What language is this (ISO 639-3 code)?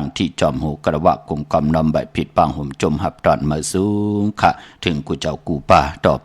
shn